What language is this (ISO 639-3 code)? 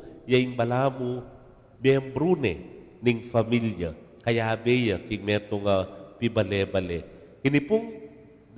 pam